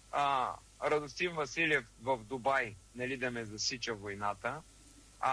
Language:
Bulgarian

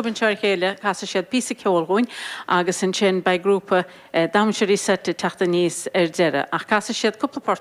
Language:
Irish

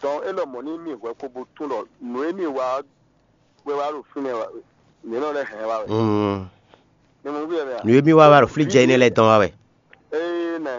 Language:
Fon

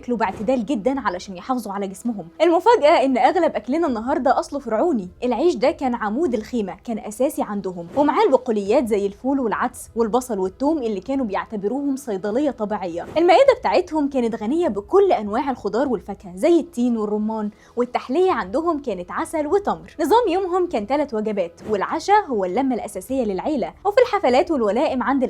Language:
Egyptian Arabic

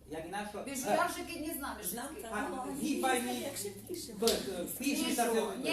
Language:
Rusyn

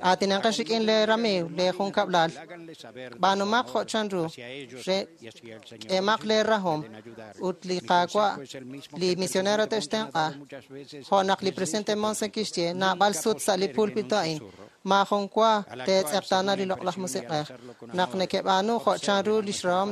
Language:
Kekchí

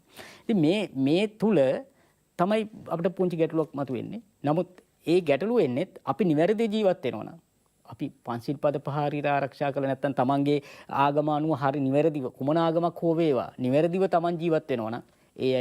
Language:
Sinhala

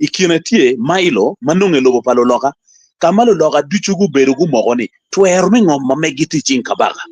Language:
Acoli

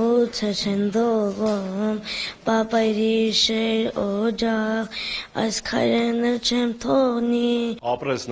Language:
Armenian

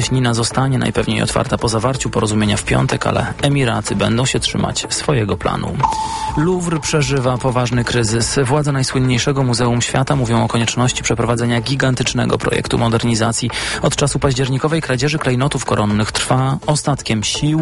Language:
Polish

